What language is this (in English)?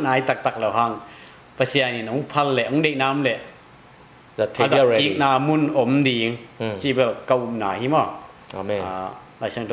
Tedim Chin